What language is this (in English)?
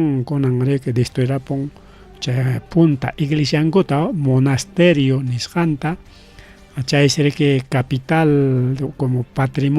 Ayacucho Quechua